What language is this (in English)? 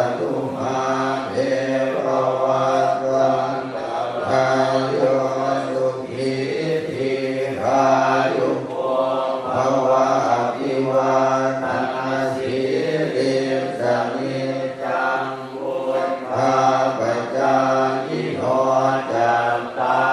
Pali